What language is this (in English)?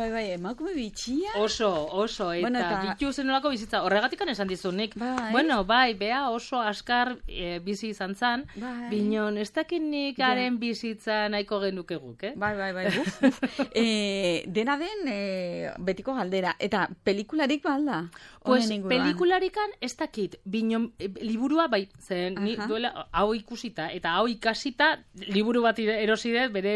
Basque